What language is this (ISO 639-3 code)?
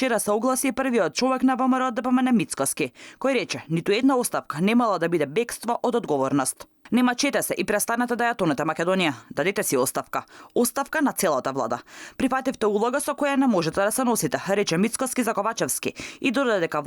mkd